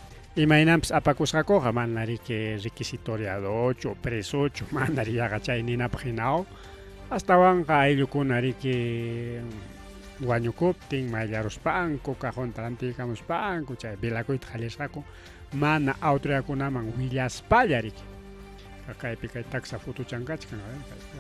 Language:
Ayacucho Quechua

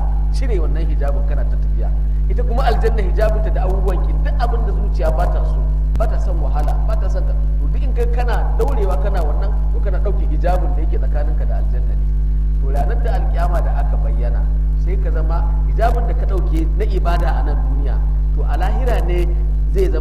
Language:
Hausa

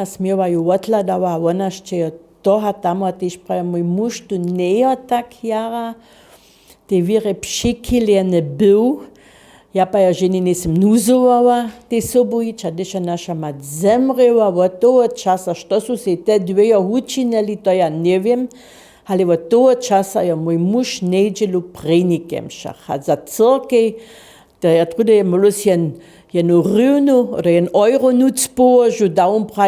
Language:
Upper Sorbian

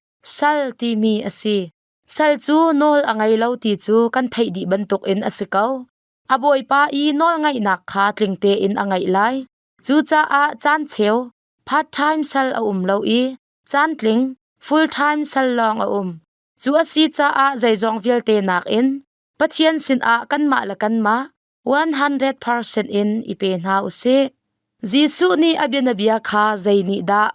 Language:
Hakha Chin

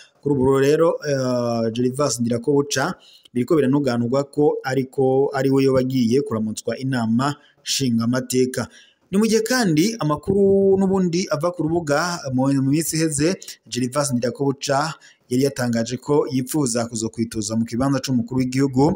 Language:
Rundi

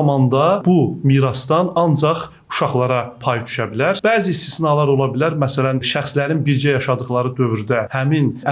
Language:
Azerbaijani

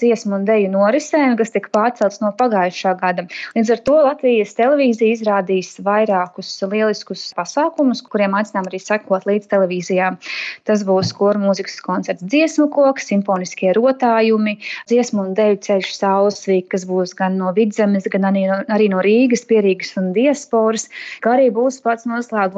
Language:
Latvian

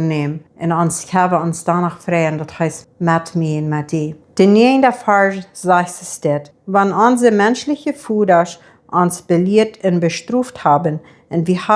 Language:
Plautdietsch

